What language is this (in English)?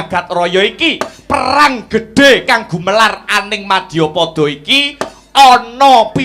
Javanese